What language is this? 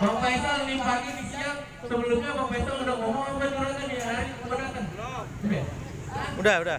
Betawi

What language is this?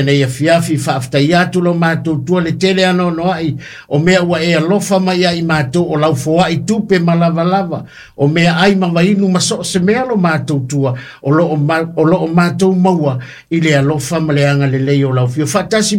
Samoan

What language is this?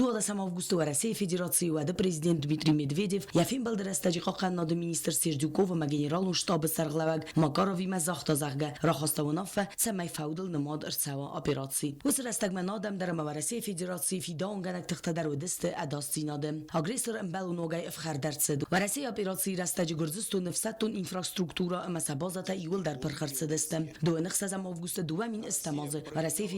Ossetic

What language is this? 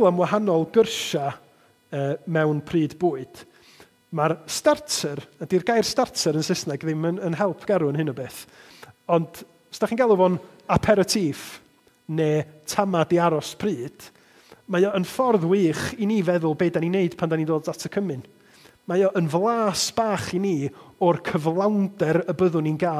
Welsh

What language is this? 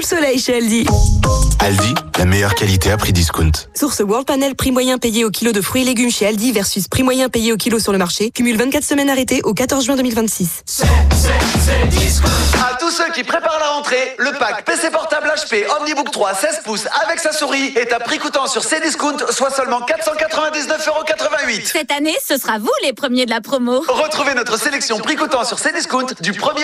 French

